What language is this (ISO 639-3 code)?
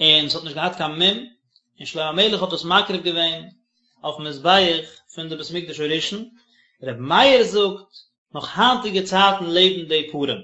yid